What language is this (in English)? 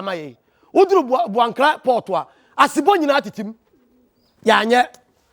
Akan